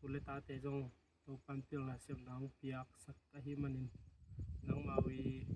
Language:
Tedim Chin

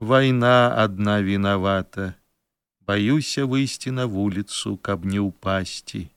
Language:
Belarusian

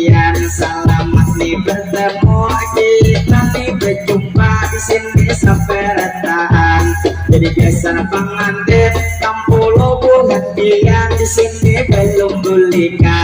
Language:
Banjar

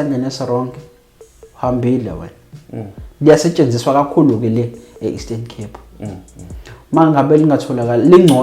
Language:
Zulu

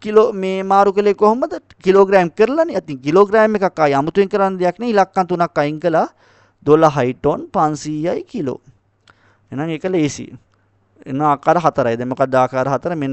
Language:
Sinhala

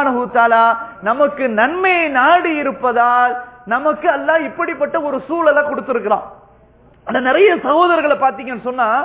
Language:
Tamil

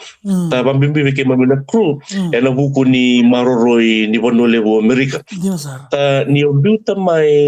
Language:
Fijian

